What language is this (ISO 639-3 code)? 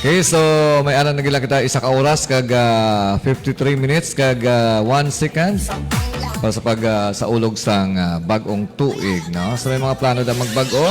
hil